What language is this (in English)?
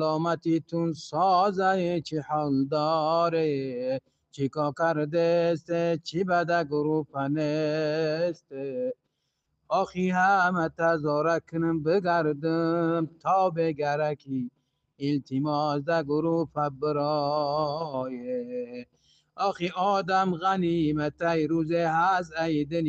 Tajik